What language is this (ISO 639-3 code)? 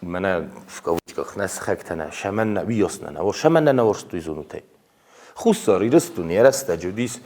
oss